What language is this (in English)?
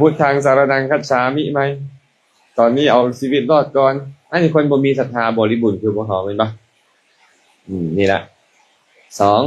Lao